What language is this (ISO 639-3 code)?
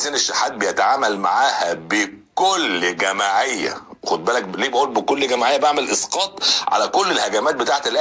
arz